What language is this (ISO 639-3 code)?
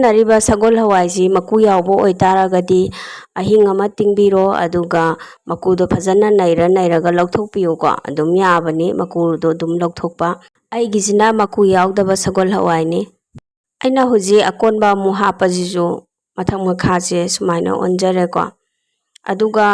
mni